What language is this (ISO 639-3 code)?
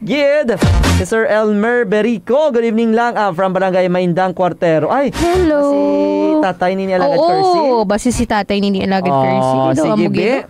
hil